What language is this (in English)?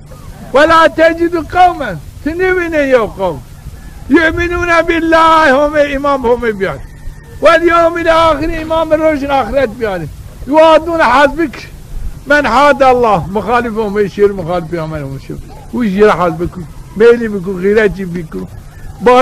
Zaza